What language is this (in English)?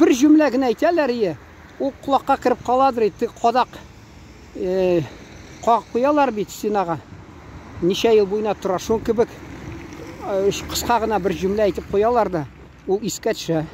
Tatar